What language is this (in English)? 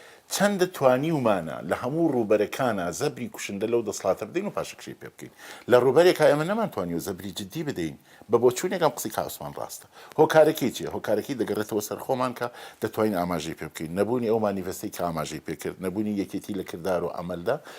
Central Kurdish